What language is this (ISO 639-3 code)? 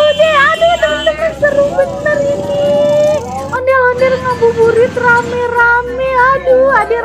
bew